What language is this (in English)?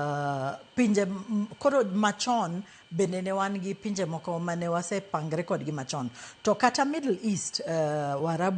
Luo (Kenya and Tanzania)